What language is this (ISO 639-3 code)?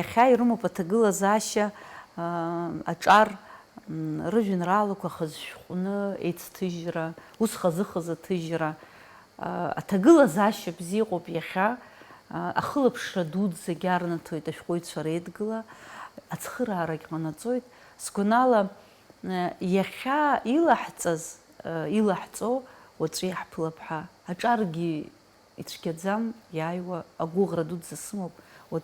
abk